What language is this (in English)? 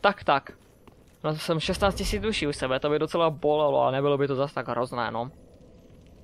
Czech